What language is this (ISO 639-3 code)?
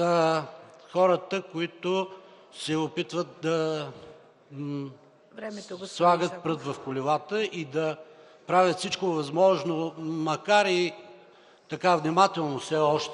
bul